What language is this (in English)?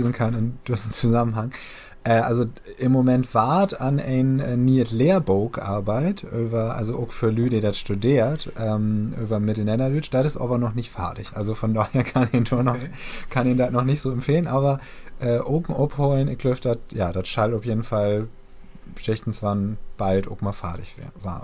Low German